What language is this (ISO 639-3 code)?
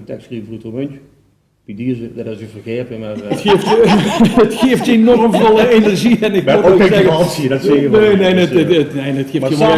lim